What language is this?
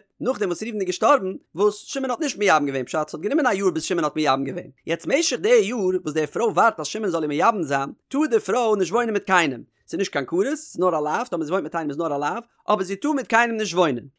Yiddish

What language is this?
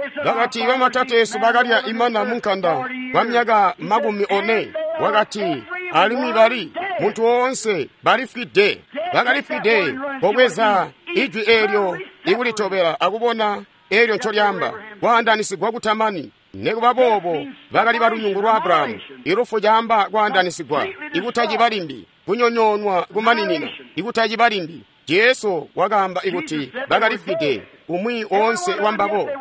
Tonga (Zambia)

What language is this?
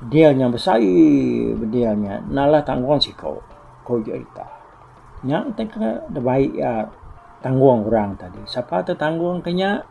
Iban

